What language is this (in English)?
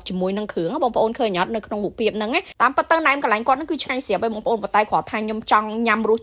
Khmer